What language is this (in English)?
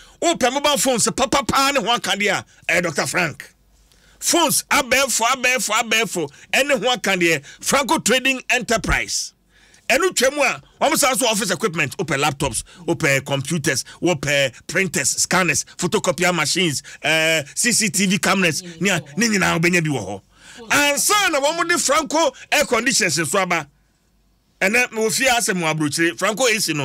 Akan